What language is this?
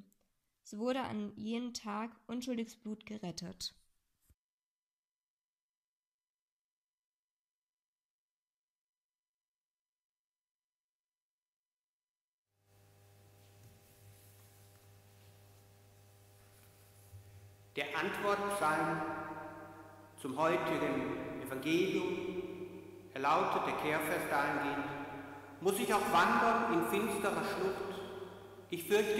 German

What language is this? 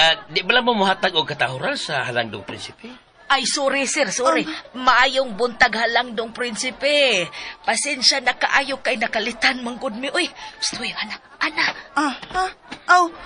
Cebuano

